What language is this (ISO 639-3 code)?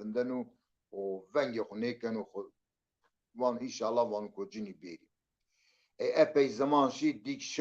zza